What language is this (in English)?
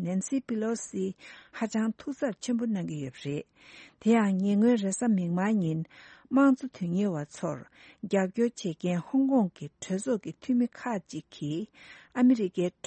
Tibetan